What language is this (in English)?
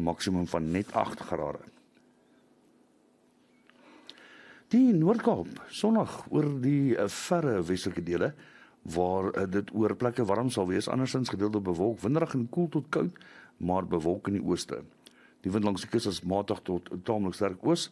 Afrikaans